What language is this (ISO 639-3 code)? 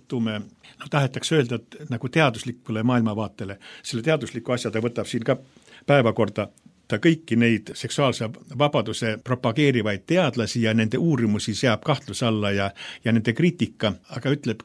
est